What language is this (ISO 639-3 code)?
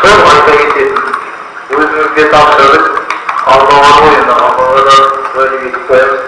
kaz